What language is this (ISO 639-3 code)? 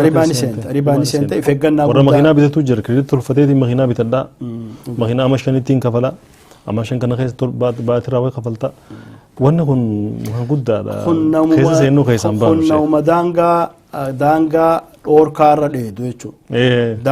orm